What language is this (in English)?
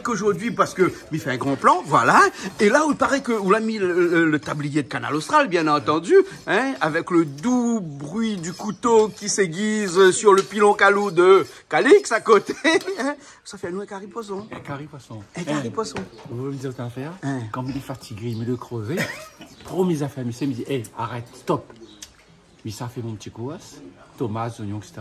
French